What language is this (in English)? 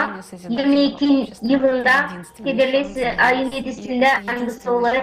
Gagauz